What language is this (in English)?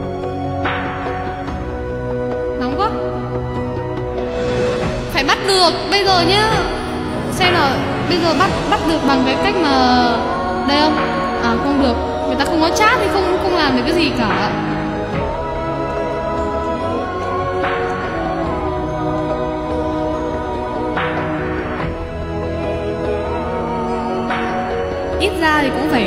Vietnamese